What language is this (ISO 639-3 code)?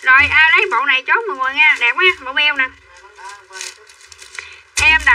vie